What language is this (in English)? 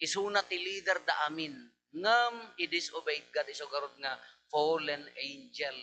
Iloko